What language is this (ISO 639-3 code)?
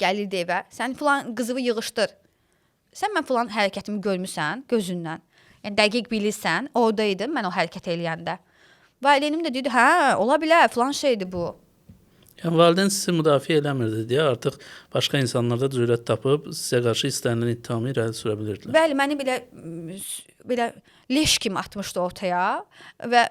aze